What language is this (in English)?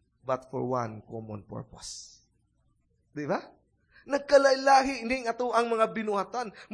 Cebuano